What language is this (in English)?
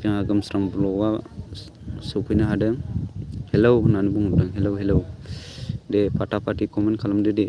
Bodo